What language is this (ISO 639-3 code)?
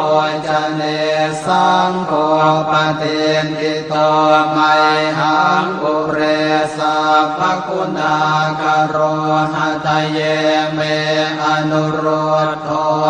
pli